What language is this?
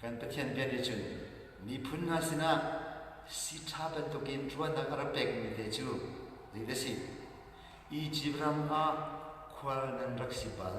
Hakha Chin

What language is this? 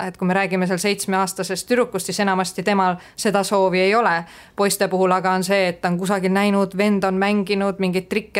Estonian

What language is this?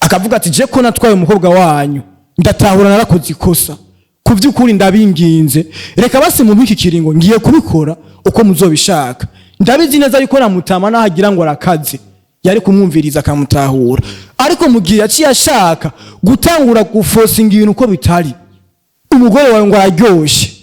Rundi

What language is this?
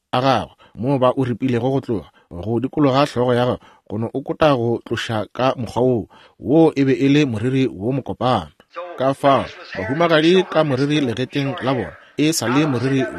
Northern Sotho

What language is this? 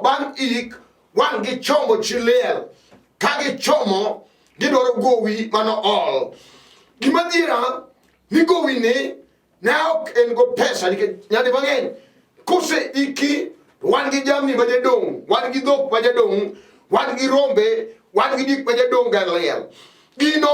Luo (Kenya and Tanzania)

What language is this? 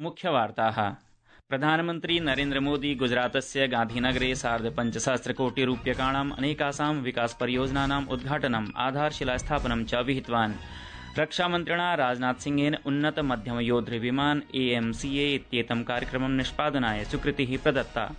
Sanskrit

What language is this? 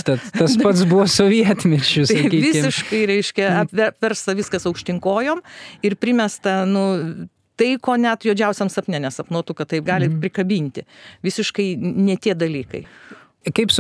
Lithuanian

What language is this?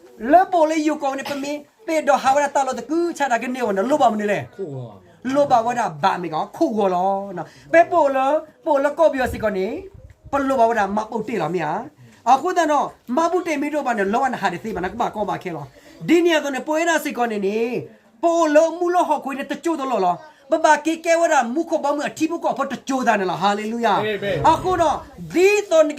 S'gaw Karen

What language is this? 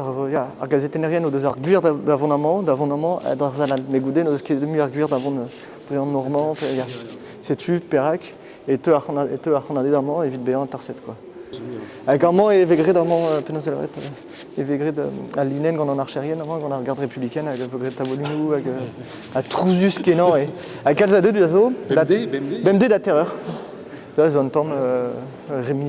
Breton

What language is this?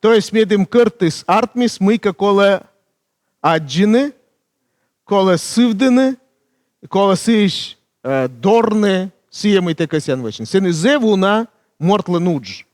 Komi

